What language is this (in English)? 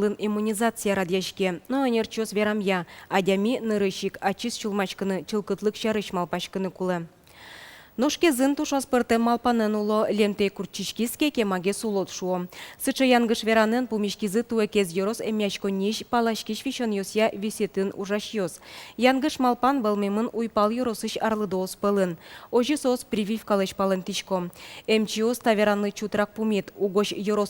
Udmurt